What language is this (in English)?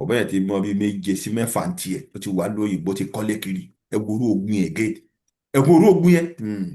Yoruba